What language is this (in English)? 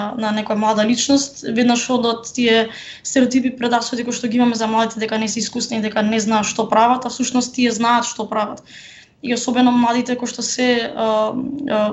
Macedonian